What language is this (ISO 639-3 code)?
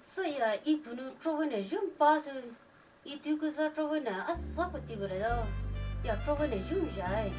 pmx